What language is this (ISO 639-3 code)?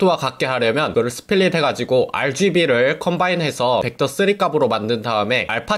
kor